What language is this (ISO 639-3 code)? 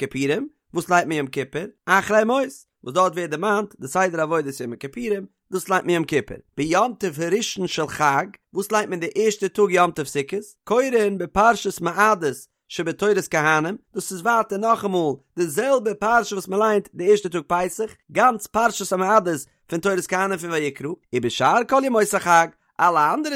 yid